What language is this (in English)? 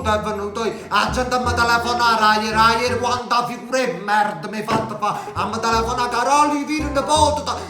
Neapolitan